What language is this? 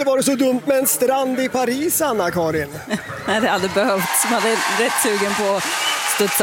Swedish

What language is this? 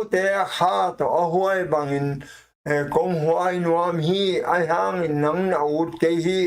Tedim Chin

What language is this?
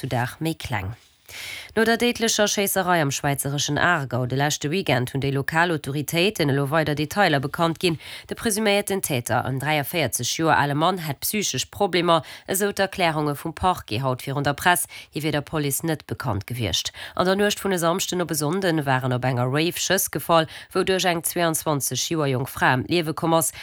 Luxembourgish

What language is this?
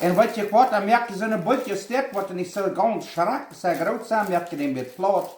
Plautdietsch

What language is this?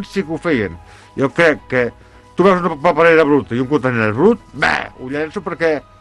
Catalan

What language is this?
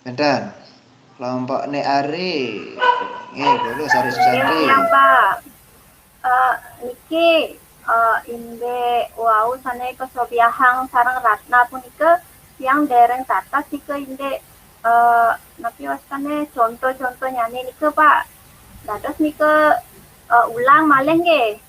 Balinese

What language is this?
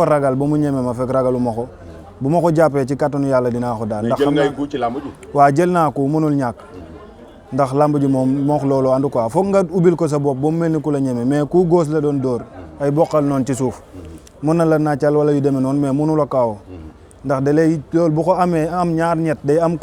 Wolof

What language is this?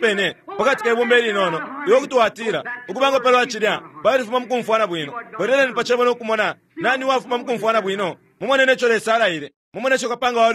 Bemba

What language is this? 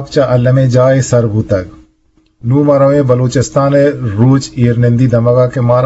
Eastern Balochi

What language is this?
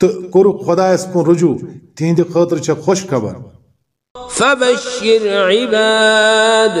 Kashmiri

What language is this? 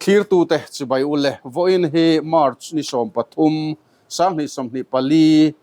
Mizo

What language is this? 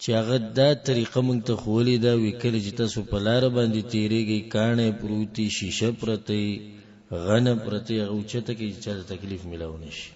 Pashto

